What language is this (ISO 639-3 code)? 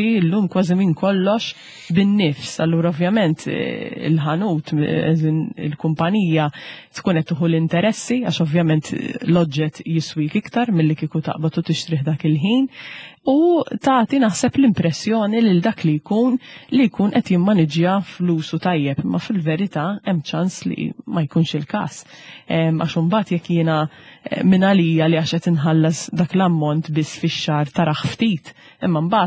mlt